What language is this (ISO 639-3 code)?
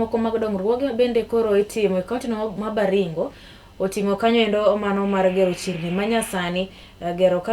luo